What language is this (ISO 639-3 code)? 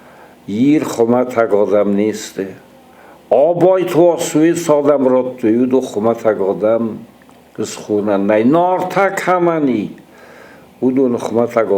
oss